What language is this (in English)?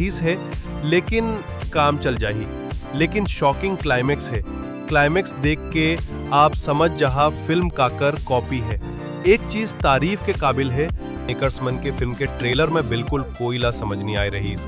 Chhattisgarhi